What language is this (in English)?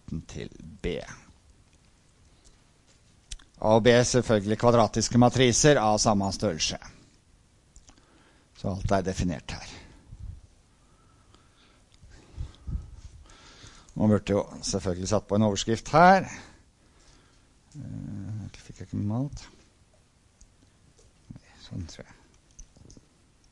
Norwegian